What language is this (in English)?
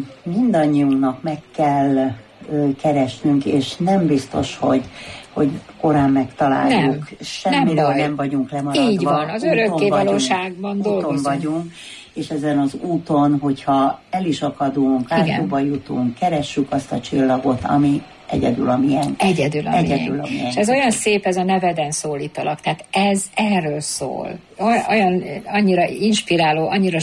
Hungarian